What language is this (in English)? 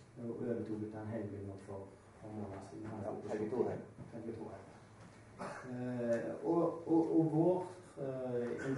Norwegian